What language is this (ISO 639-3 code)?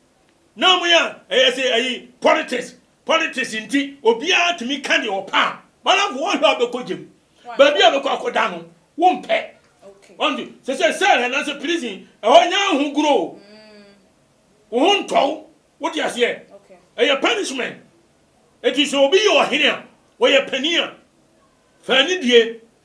aka